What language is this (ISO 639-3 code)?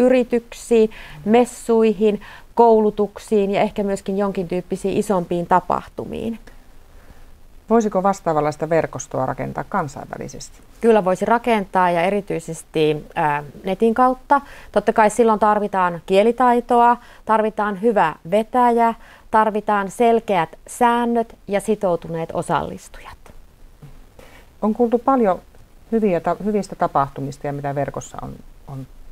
fin